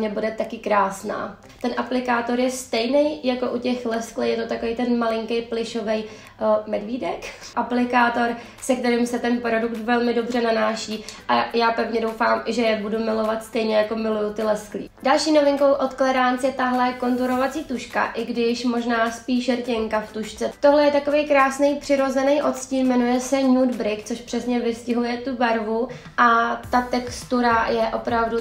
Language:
Czech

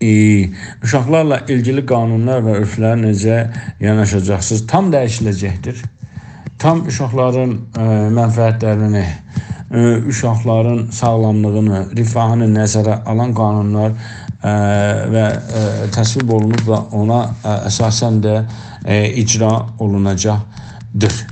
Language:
South Azerbaijani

